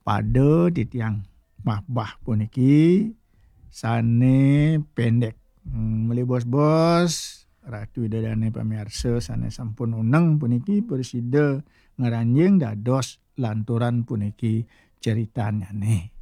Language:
Balinese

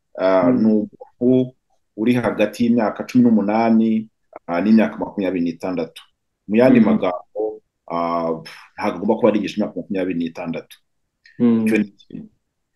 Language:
Kinyarwanda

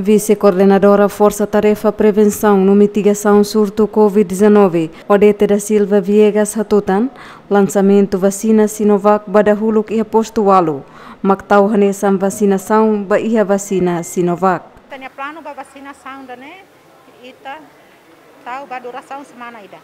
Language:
Tetum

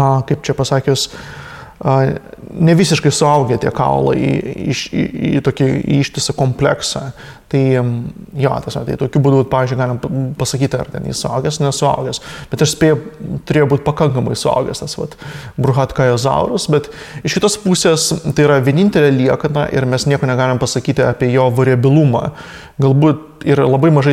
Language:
Lithuanian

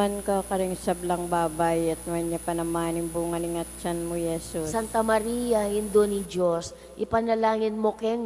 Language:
Pampanga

